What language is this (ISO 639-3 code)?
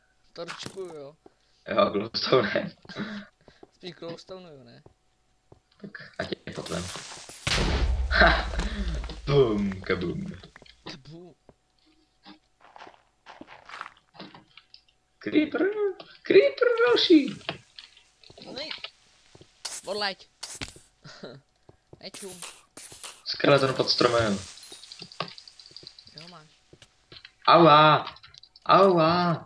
ces